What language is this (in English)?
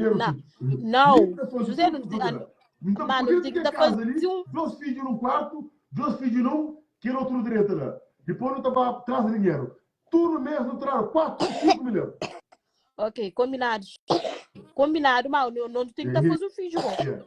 Kabuverdianu